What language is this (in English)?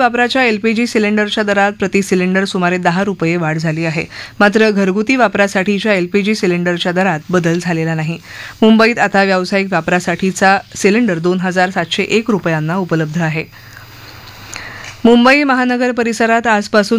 Marathi